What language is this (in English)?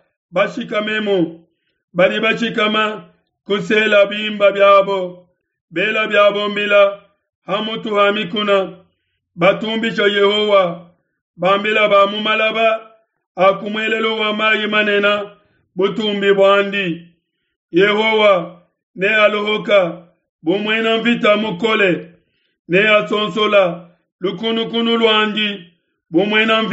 Luba-Lulua